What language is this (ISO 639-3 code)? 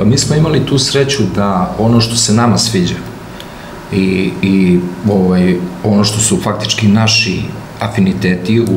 srp